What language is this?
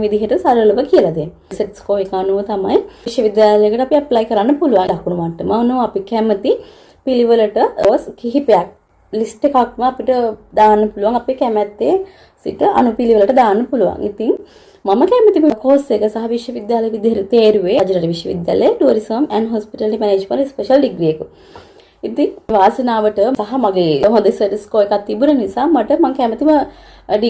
Sinhala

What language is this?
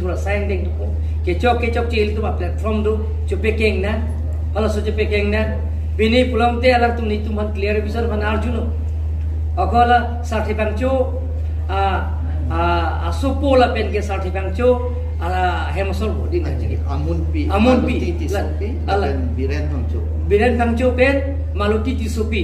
Karbi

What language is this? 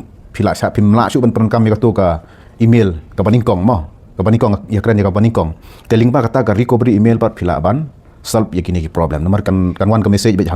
Khasi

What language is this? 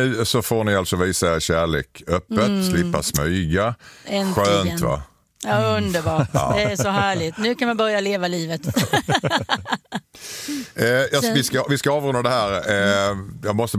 Swedish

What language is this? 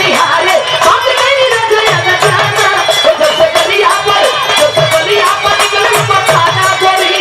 Bhojpuri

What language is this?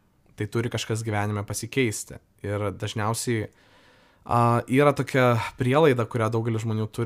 Lithuanian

